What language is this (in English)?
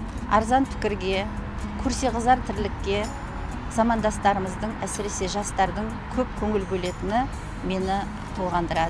Kazakh